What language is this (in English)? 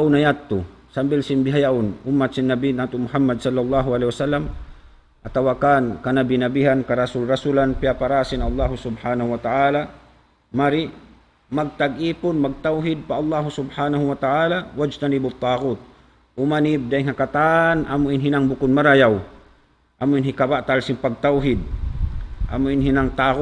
Tausug